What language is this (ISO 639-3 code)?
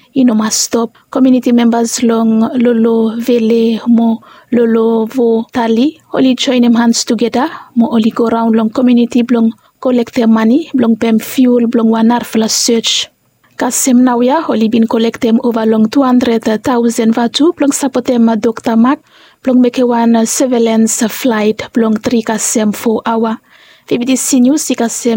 bis